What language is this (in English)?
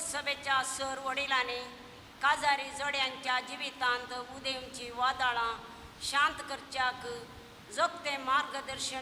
Konkani